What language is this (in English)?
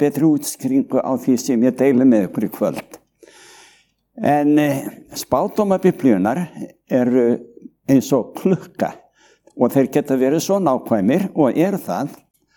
Icelandic